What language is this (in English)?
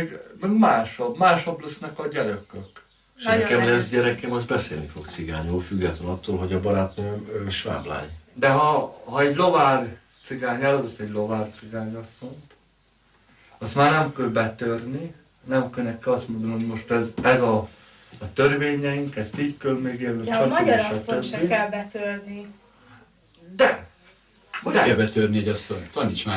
Hungarian